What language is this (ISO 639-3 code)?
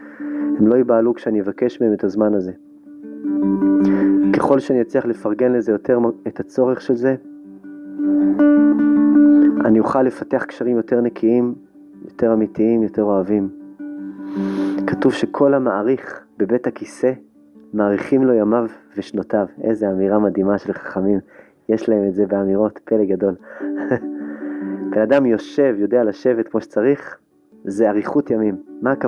heb